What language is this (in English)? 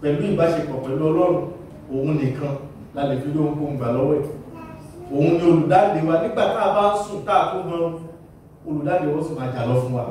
Yoruba